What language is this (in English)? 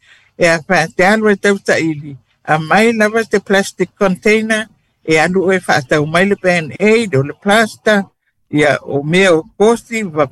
Samoan